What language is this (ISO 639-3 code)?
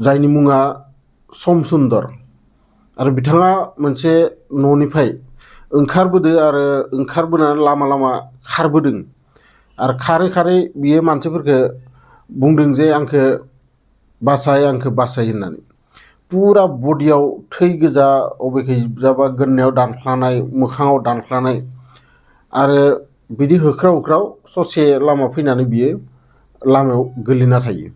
brx